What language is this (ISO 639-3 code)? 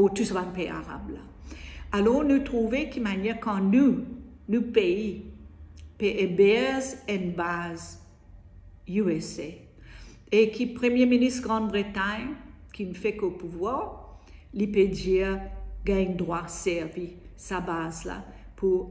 mfe